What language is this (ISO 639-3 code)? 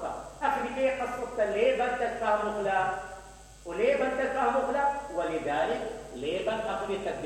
acm